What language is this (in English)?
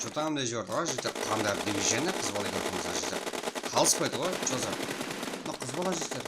Kara-Kalpak